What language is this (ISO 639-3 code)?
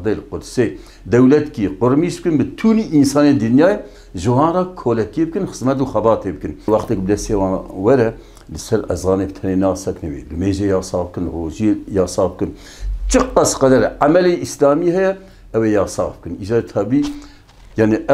kur